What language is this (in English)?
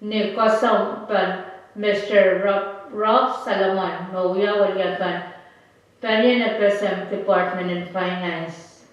Pohnpeian